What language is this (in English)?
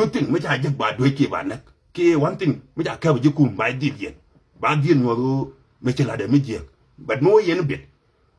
Nuer